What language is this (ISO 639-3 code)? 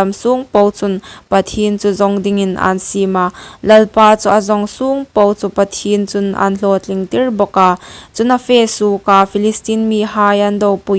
hmr